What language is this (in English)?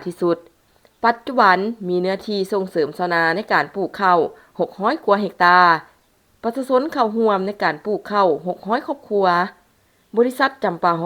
Lao